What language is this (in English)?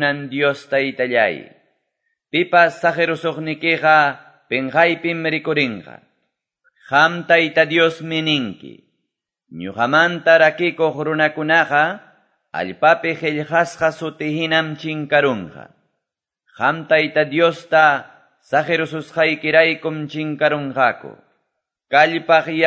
Quechua